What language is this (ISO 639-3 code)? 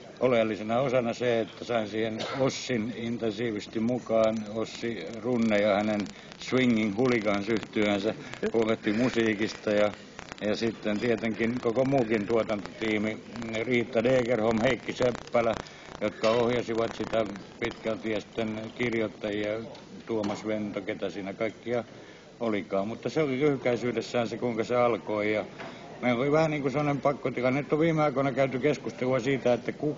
fin